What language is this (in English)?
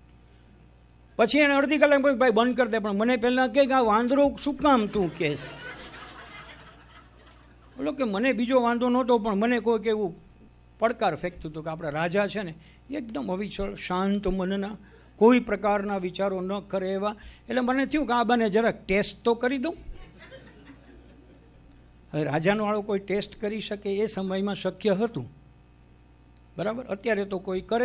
Gujarati